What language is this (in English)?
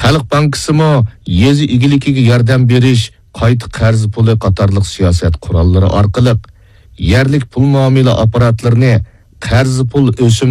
Uyghur